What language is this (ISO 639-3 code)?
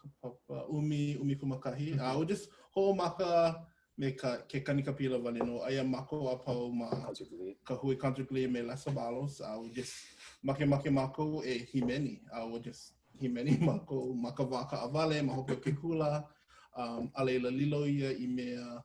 haw